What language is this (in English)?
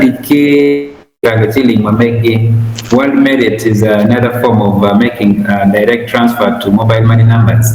Acoli